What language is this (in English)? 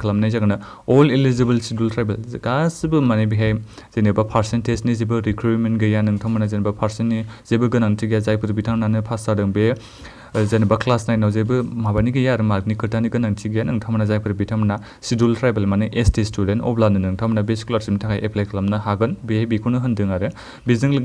Bodo